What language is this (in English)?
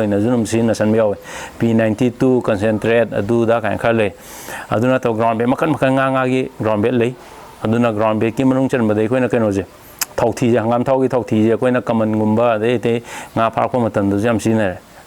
Manipuri